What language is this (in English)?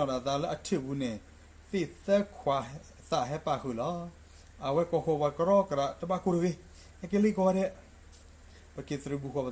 S'gaw Karen